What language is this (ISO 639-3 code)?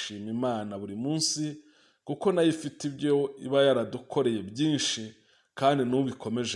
kin